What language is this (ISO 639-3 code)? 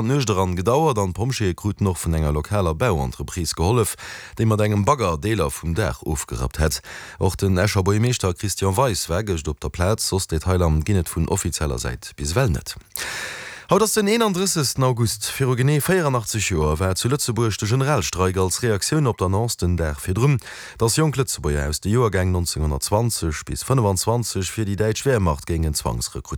ltz